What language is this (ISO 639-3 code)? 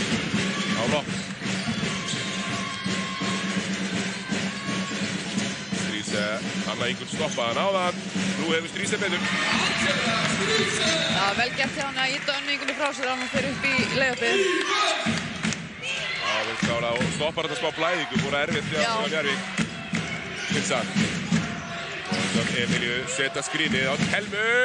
isl